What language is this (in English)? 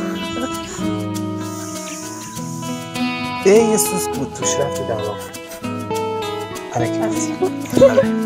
Persian